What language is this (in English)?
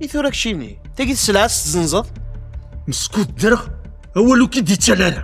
Kabyle